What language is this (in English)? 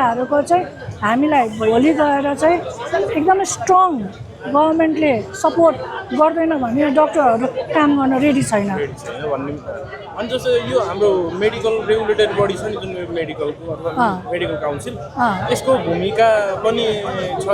Nepali